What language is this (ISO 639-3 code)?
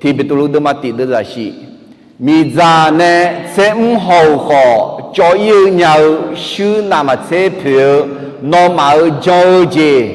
ahk